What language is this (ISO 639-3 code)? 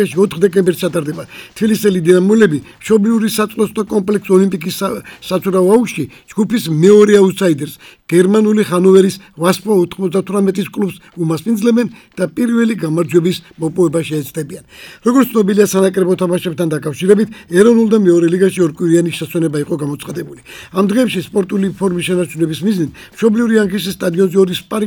kat